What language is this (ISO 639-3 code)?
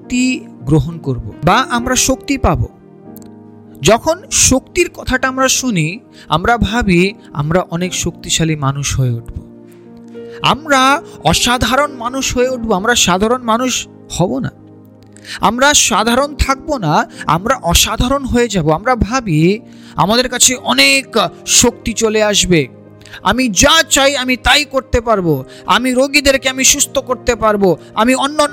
ben